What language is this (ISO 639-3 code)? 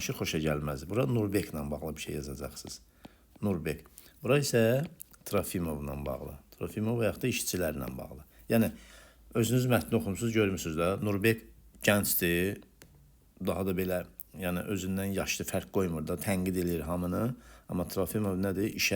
aze